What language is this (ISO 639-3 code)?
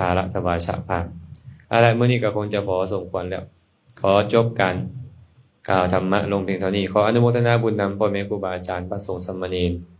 lao